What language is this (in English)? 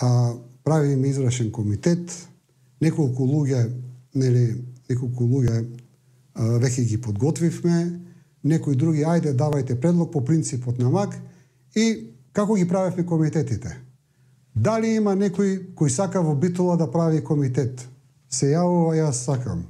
Macedonian